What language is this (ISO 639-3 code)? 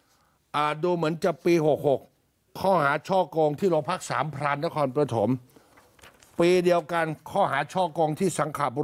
tha